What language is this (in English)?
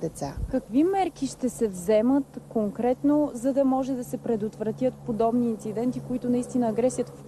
Bulgarian